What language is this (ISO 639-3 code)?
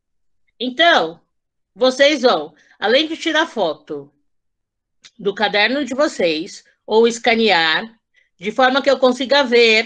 por